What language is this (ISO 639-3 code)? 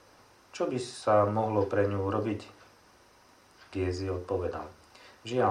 slk